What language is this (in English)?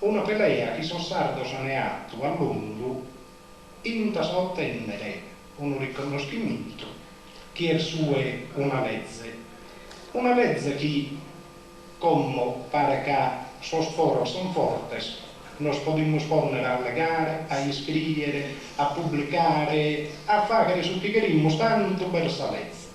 Sardinian